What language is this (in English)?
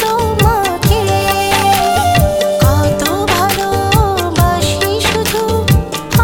Bangla